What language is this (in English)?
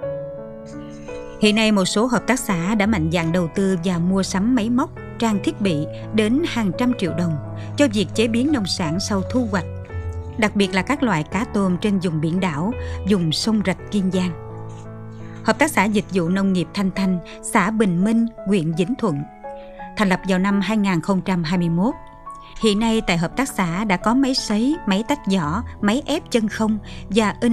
Vietnamese